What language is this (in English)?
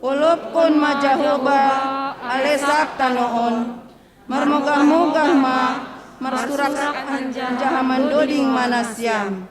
Batak Simalungun